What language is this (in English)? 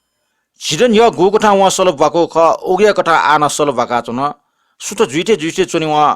Newari